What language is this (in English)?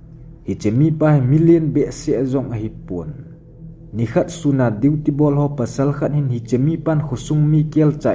Thado Chin